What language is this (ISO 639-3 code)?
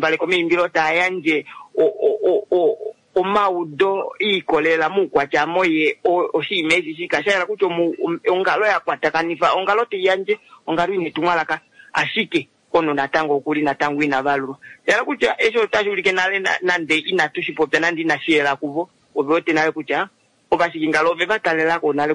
kua